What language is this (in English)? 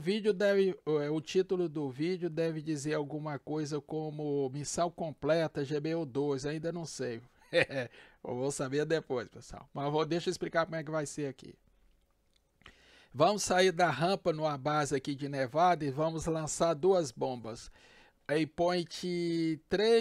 Portuguese